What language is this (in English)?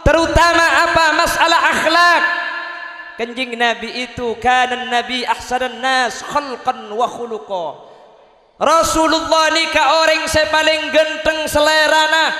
Madurese